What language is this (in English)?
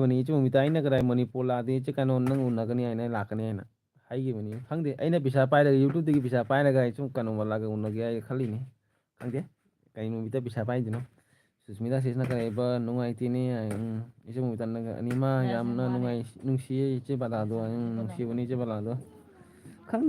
Manipuri